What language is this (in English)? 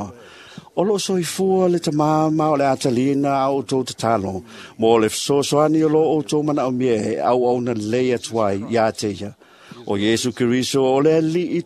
Samoan